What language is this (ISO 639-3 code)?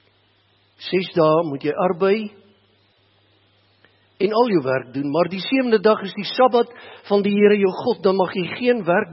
afr